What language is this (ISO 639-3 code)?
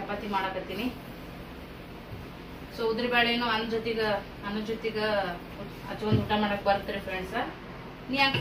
kan